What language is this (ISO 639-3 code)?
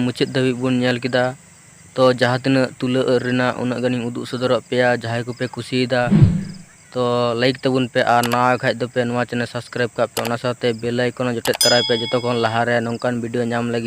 sat